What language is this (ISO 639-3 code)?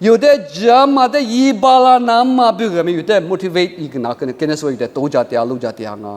lis